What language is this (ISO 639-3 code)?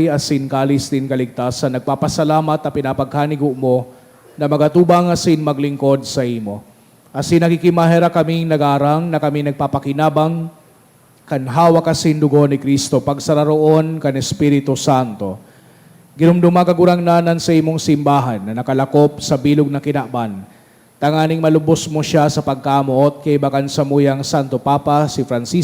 bik